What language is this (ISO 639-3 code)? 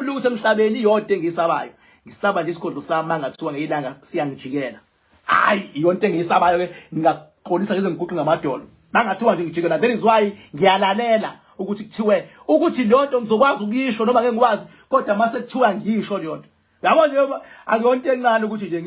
zul